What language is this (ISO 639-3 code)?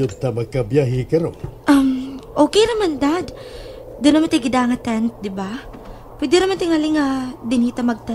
ceb